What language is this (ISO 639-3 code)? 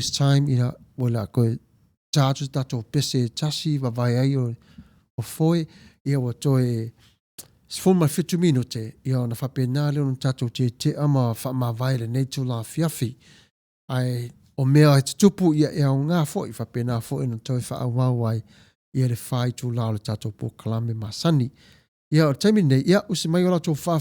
smo